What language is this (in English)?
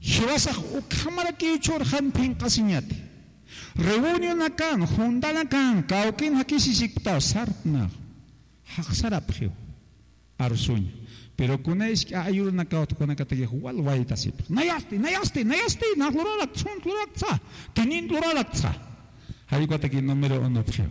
Aymara